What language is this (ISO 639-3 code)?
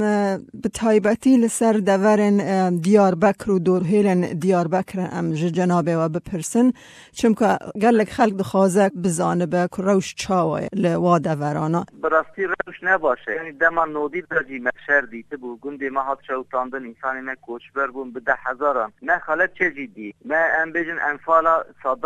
kur